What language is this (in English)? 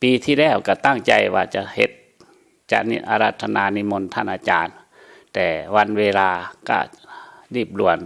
Lao